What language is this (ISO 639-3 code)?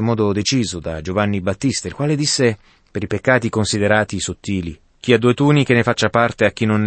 ita